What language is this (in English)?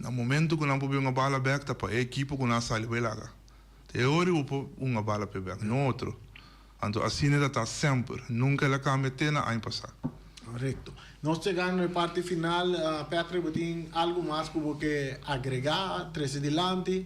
Papiamento